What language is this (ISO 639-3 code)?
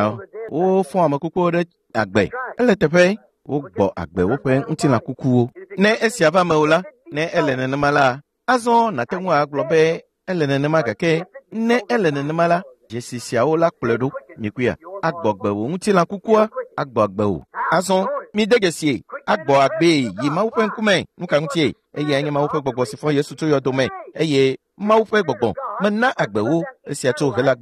ewe